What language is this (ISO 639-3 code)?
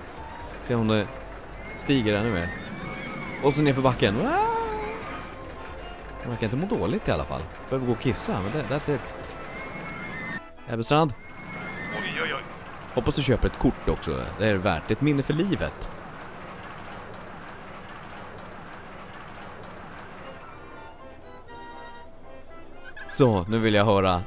swe